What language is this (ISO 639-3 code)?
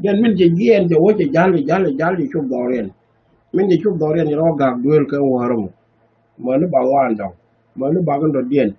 nus